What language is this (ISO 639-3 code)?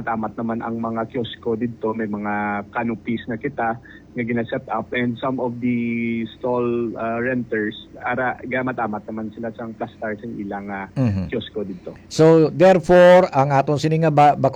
hil